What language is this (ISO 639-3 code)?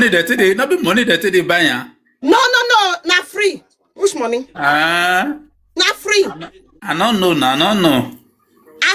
pcm